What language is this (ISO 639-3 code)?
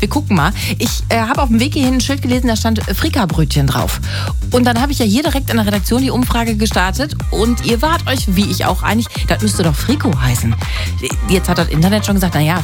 deu